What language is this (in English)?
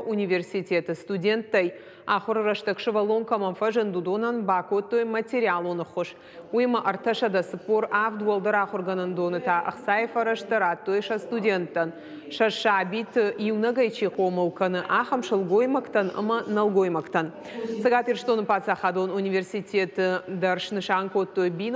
Ossetic